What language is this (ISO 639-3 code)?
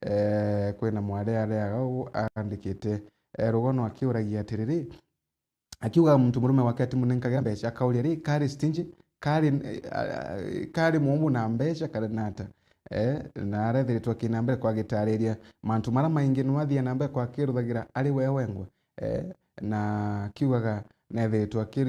mer